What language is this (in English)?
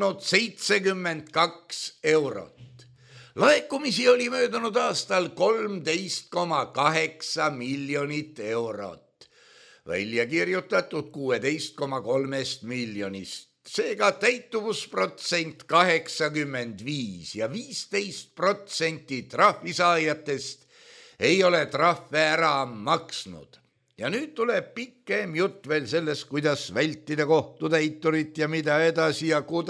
Estonian